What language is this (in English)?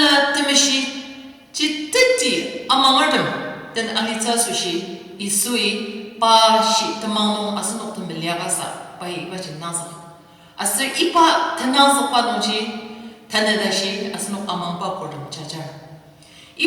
Ao Naga